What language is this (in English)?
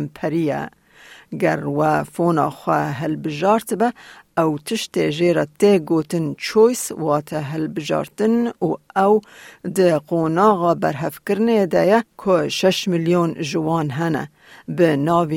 Kurdish